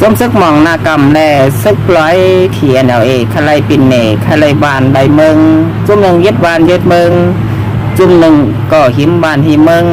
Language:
Shan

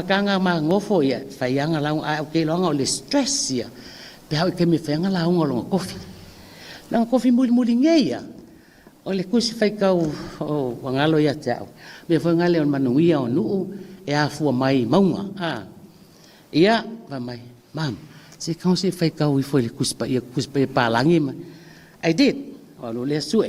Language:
Samoan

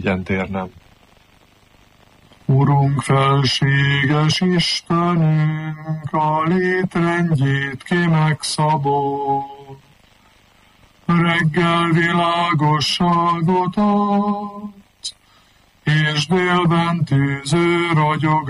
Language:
Hungarian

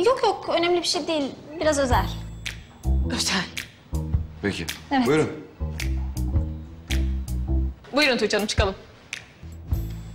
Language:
Turkish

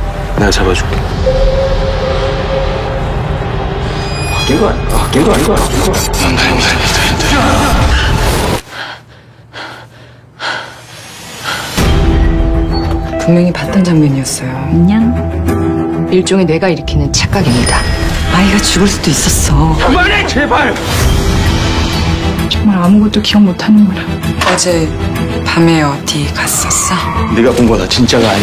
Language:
Korean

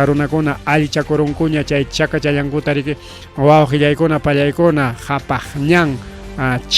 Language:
Ayacucho Quechua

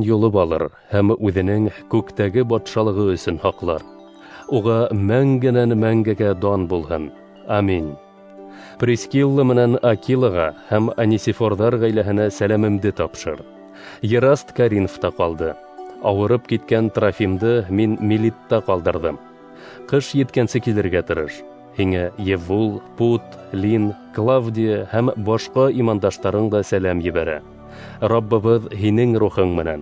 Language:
Bashkir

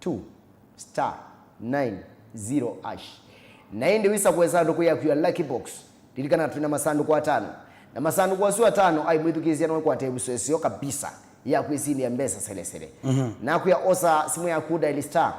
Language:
Kamba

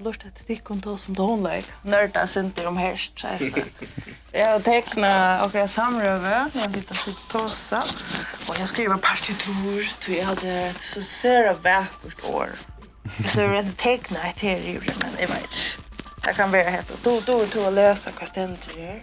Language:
Faroese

